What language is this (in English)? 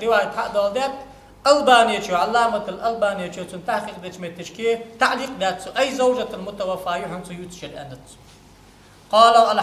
Ingush